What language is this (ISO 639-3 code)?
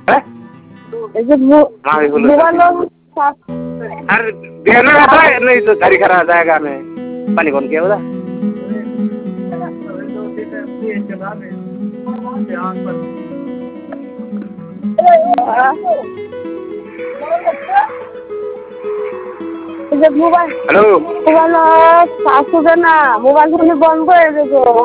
ben